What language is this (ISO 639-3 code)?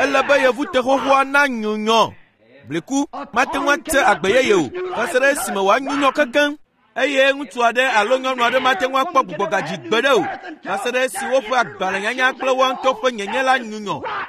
ewe